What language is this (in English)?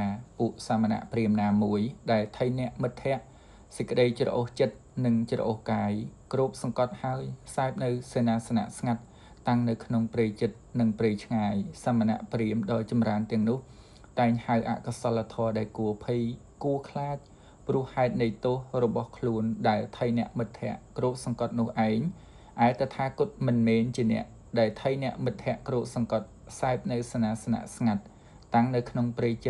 Khmer